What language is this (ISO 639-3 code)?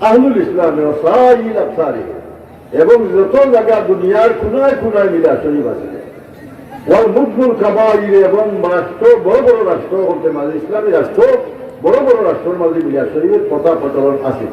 syl